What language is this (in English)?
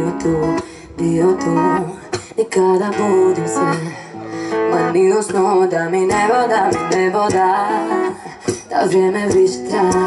Croatian